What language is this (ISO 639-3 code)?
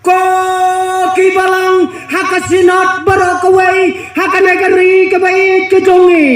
kha